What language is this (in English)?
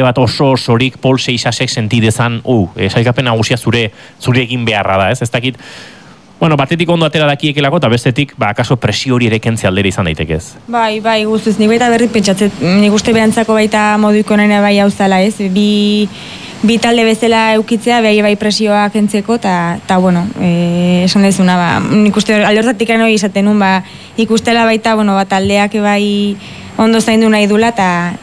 Basque